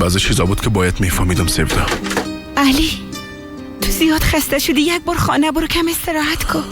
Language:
Persian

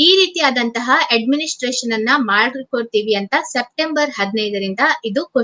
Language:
Kannada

